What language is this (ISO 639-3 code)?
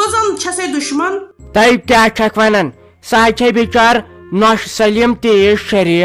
kas